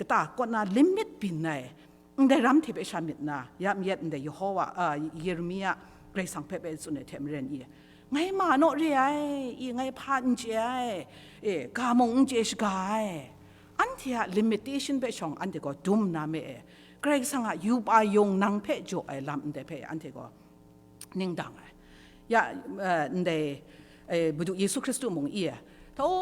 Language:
Kachin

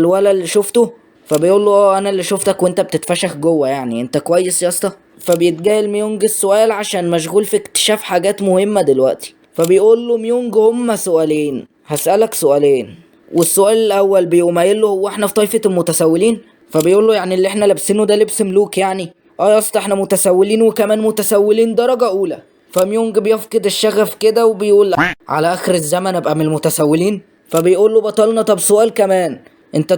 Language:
Egyptian Arabic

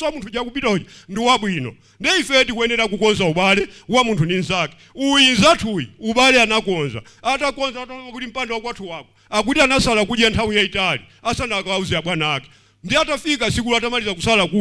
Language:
Nyanja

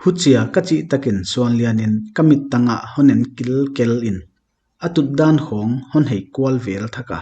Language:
Paite Chin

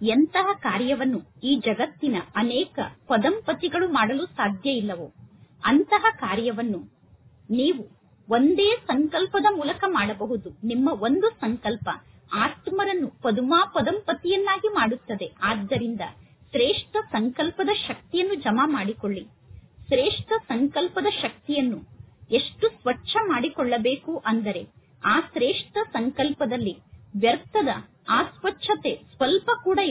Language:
Kannada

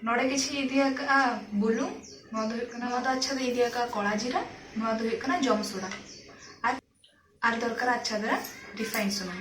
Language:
Santali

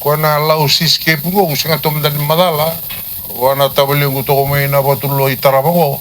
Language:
Fijian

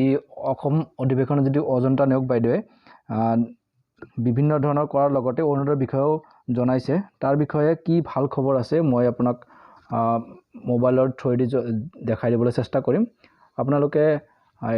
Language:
Assamese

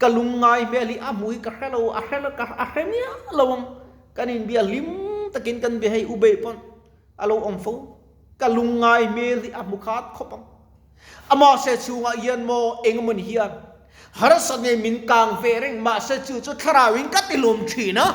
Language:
Mizo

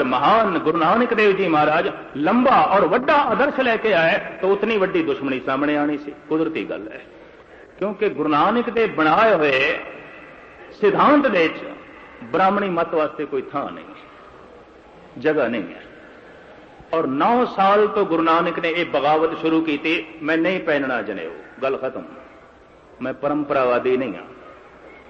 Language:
Punjabi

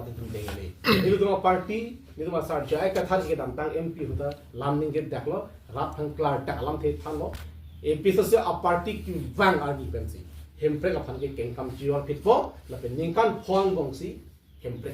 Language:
Karbi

